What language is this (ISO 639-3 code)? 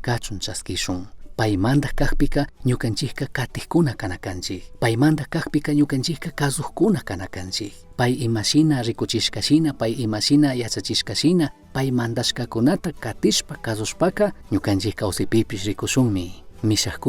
qug